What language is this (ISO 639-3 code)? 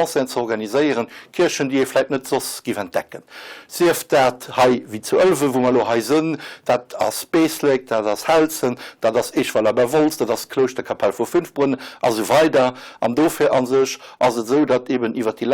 ltz